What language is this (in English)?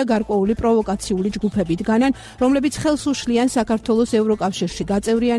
Georgian